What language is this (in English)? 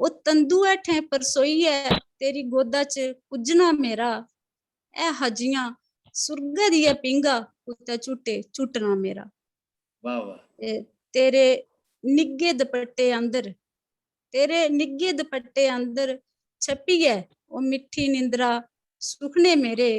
Dogri